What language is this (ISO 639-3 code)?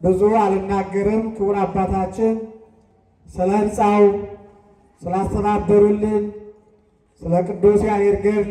amh